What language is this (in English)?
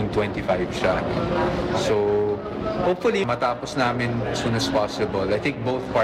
Filipino